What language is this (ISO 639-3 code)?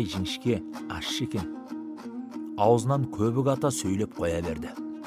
kaz